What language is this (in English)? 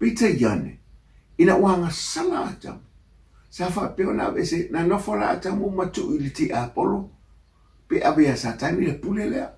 Samoan